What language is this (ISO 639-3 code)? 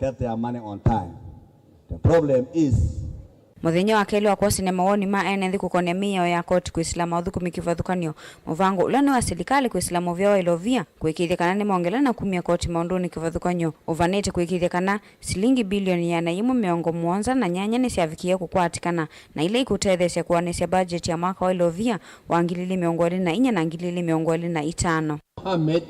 kam